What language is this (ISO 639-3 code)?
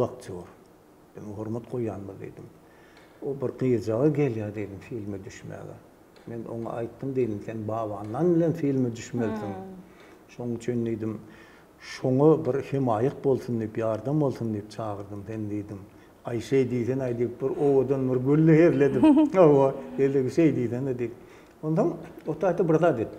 tuk